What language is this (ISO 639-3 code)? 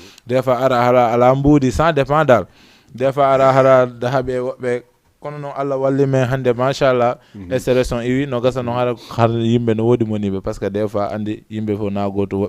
ful